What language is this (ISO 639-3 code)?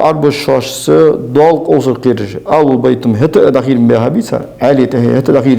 inh